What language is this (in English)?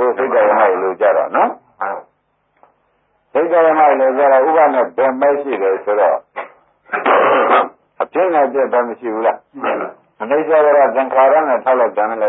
Burmese